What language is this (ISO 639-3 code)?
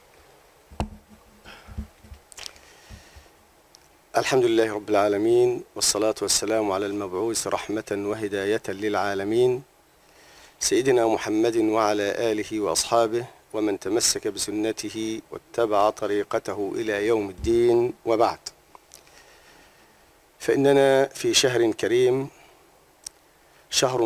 ara